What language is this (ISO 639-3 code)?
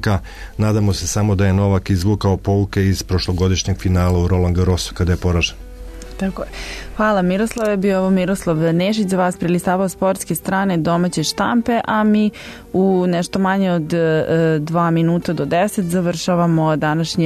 srp